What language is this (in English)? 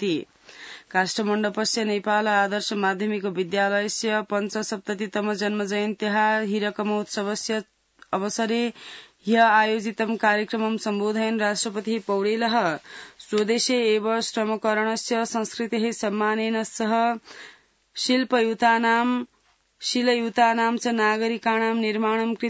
Sanskrit